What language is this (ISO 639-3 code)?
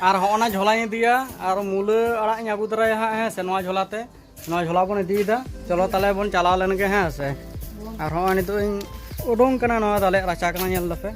sat